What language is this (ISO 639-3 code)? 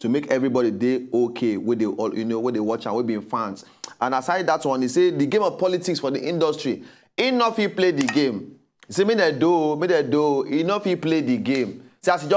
pcm